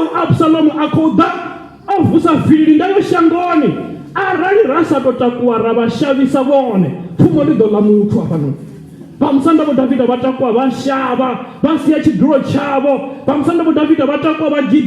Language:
Venda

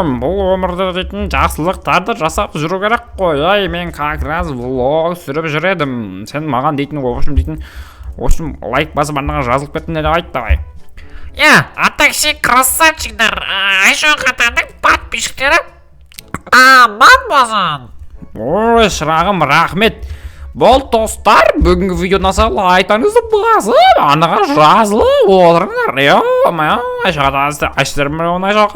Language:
Kazakh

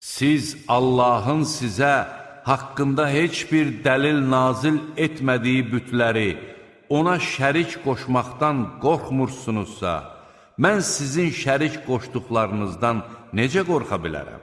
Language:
Azerbaijani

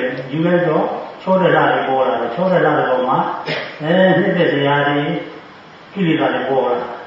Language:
Burmese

